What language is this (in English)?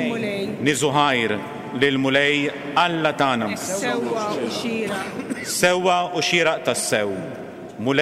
Maltese